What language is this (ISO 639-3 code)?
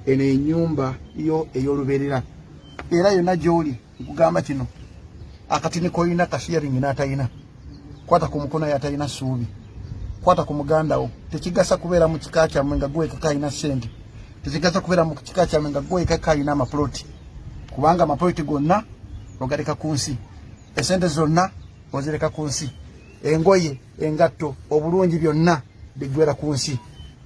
lug